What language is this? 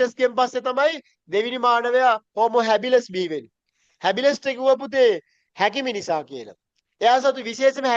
Sinhala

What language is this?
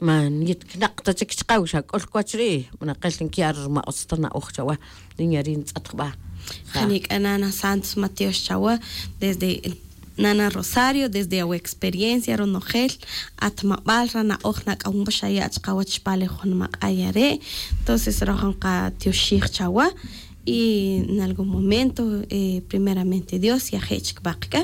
Tz'utujil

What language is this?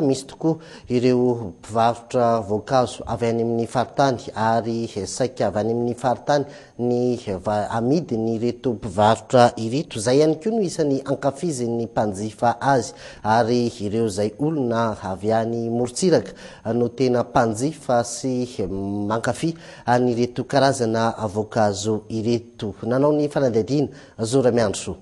Malagasy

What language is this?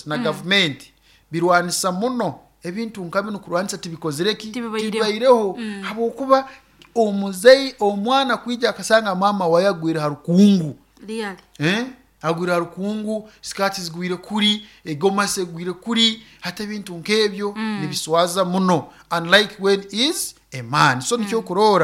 Nyoro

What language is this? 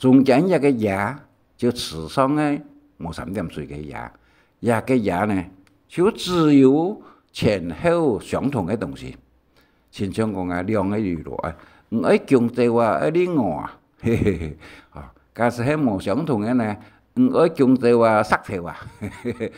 Hakka Chinese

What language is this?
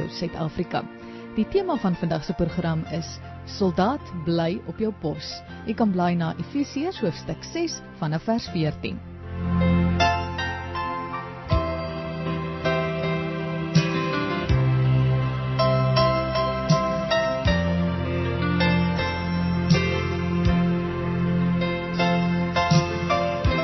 Afrikaans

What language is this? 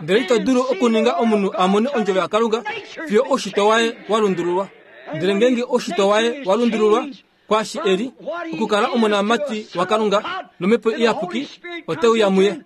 Kuanyama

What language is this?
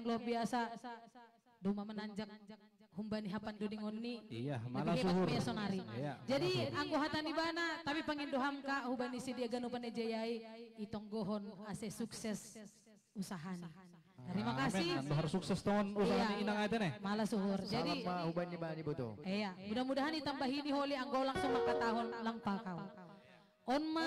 Batak Simalungun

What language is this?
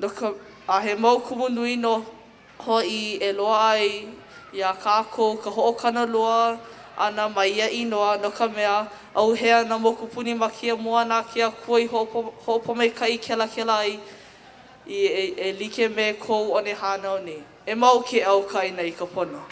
Hawaiian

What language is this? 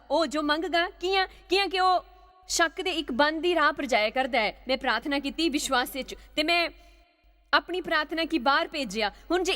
Dogri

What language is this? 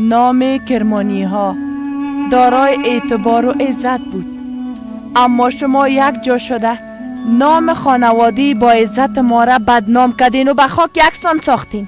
Persian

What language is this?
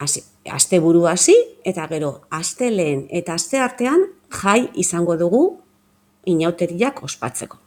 Basque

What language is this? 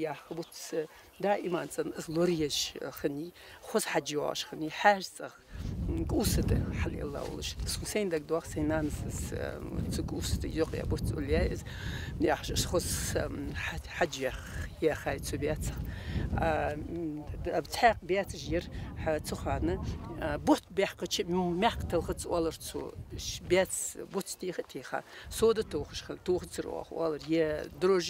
Ingush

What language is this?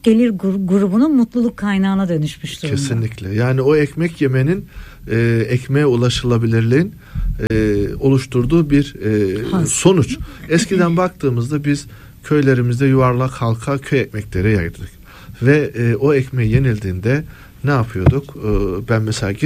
Turkish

